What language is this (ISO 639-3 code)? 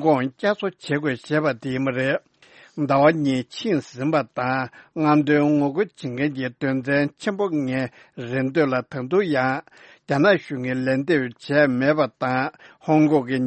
bod